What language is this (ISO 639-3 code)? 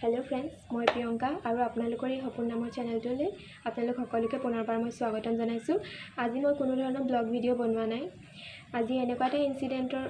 asm